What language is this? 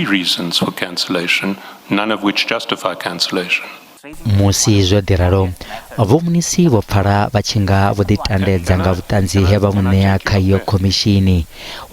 Venda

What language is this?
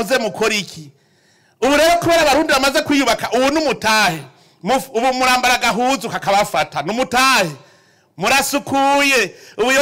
Rundi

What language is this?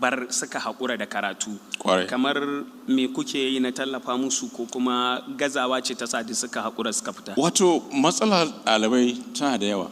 Hausa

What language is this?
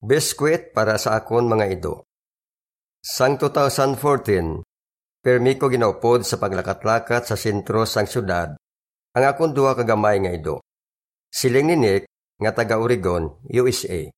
Hiligaynon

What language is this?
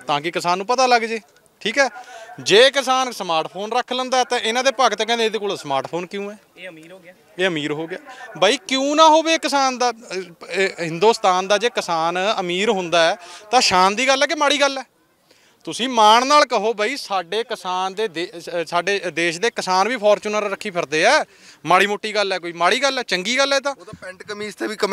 Punjabi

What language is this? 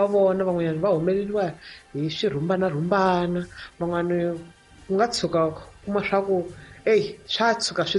Tsonga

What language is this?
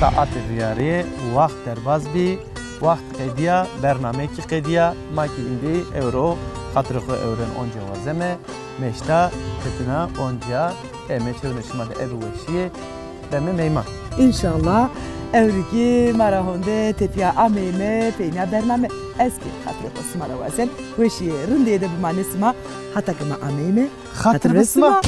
Zaza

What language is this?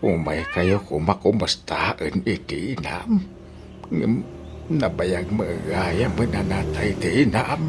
Iloko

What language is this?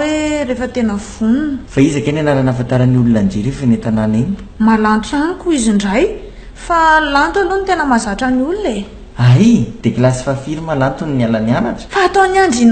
Malagasy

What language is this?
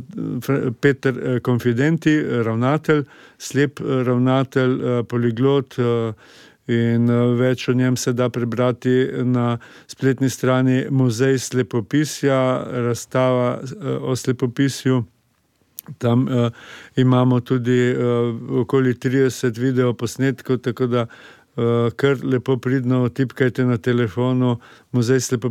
Slovenian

